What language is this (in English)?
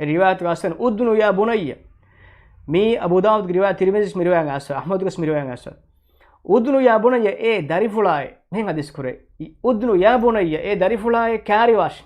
Divehi